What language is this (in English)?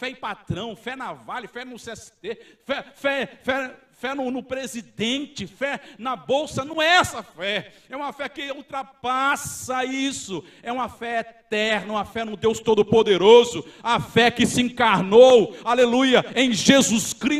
Portuguese